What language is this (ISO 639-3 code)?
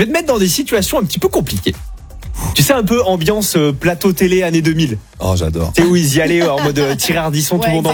fra